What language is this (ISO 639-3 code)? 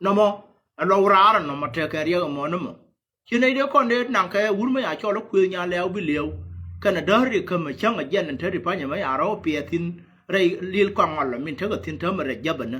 nus